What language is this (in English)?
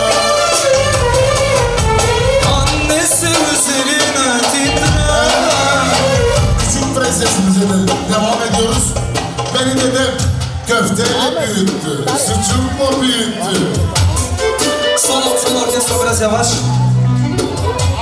Turkish